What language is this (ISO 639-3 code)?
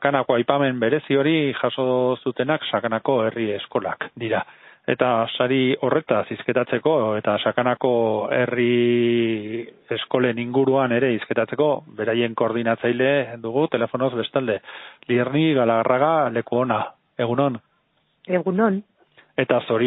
eus